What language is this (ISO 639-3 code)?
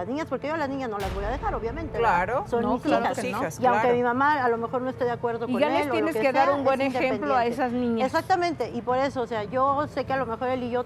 spa